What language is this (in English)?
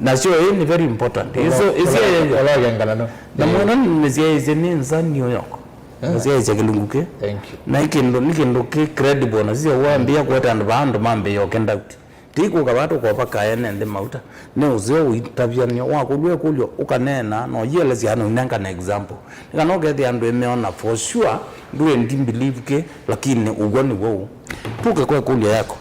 Kamba